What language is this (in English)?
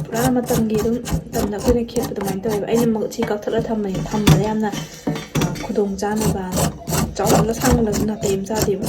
Manipuri